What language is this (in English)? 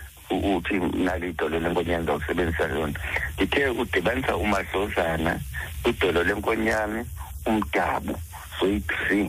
Xhosa